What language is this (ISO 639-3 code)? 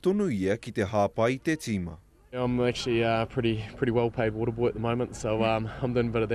mri